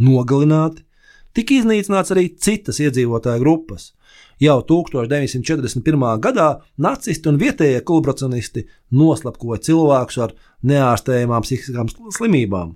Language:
Latvian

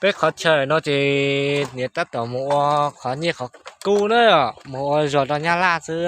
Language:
Hmong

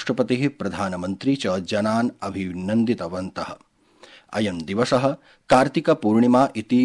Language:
Sanskrit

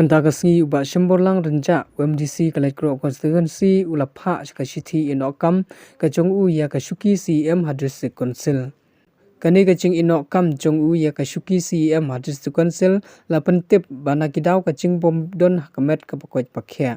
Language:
Khasi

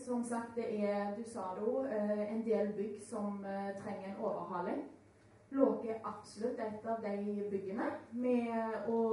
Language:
Norwegian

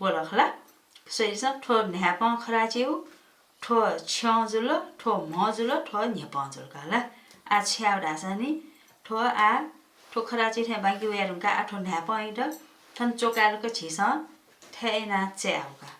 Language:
Newari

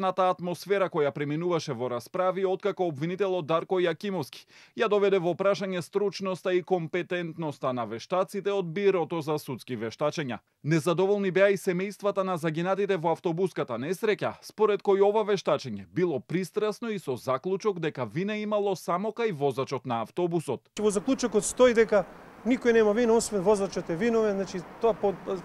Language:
Macedonian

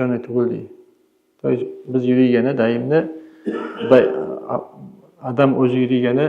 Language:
Kumyk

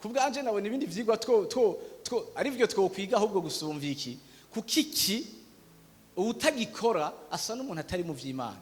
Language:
Rundi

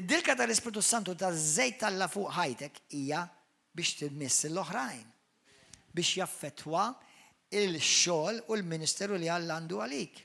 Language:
Maltese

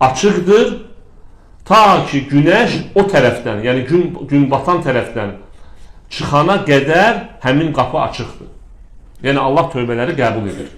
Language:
Azerbaijani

